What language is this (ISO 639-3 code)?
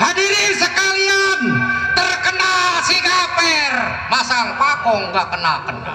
bew